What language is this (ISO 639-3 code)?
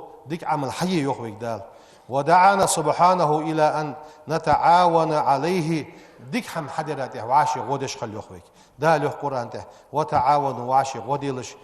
inh